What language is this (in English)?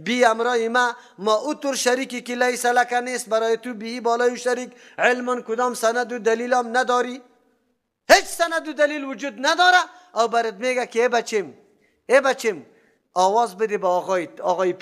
Persian